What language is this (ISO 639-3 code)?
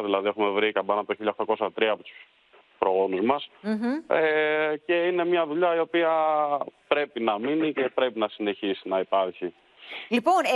ell